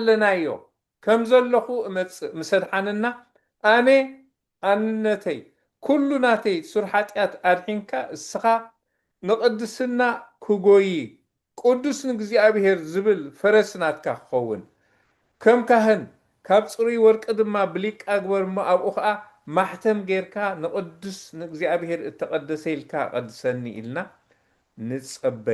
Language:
Tigrinya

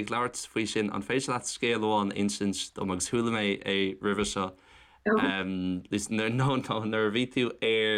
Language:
Irish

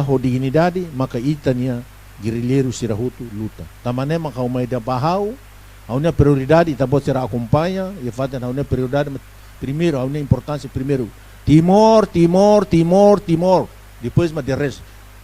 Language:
Tetum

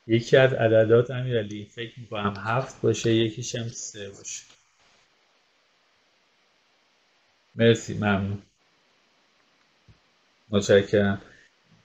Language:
Persian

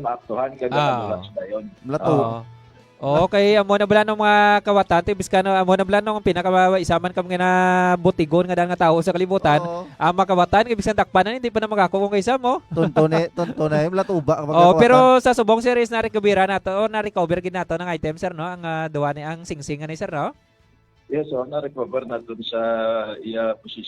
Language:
Hiligaynon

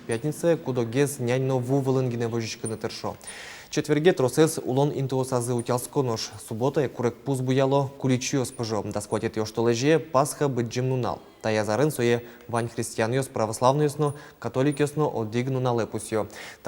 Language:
Udmurt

